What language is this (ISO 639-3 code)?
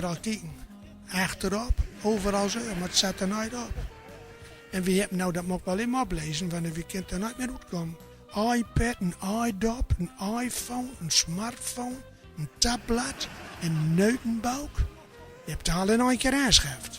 gos